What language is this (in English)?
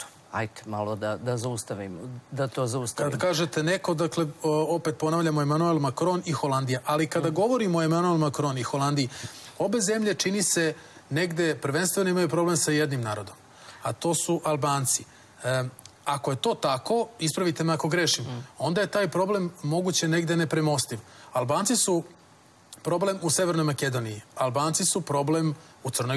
Serbian